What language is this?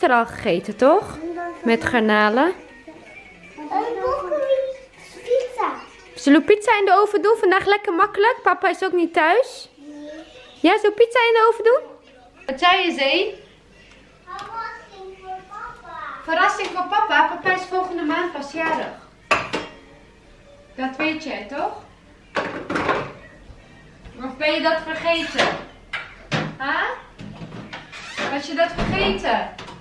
Dutch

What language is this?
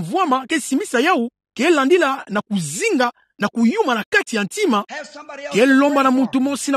Kituba (Democratic Republic of Congo)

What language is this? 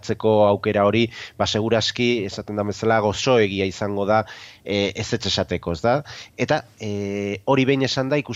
Basque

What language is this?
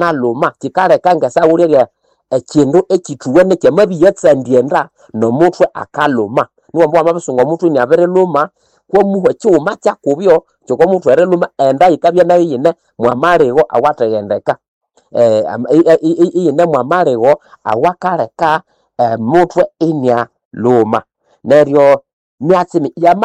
Nande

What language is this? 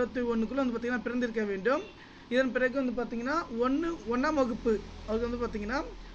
Tamil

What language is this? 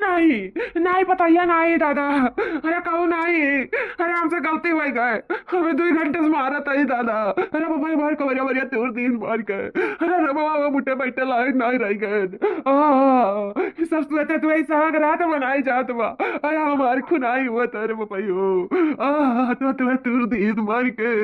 Awadhi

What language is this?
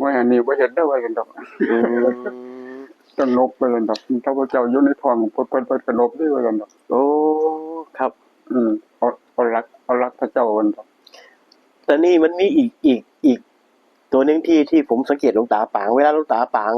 Northeastern Thai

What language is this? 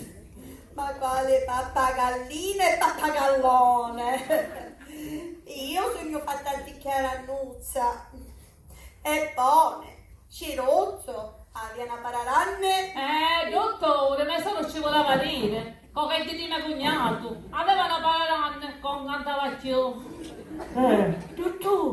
Sicilian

